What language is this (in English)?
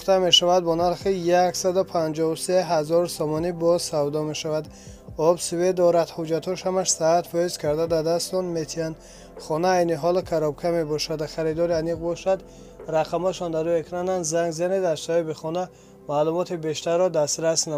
Tajik